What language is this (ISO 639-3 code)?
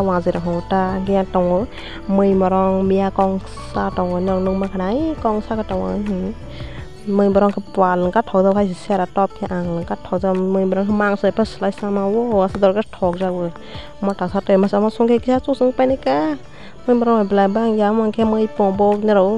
trp